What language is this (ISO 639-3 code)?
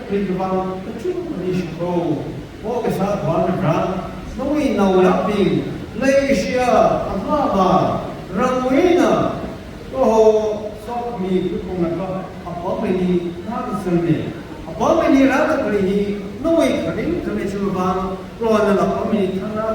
nmf